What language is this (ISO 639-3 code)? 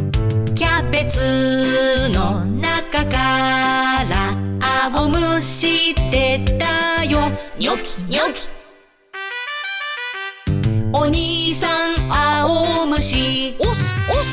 jpn